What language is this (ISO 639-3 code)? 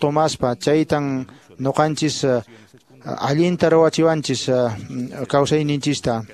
que